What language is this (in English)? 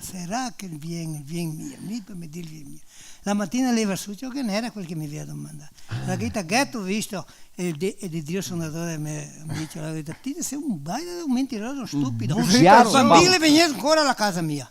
Venetian